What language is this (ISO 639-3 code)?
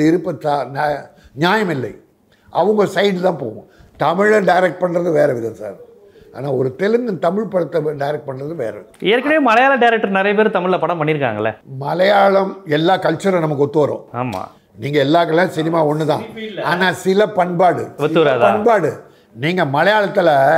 tam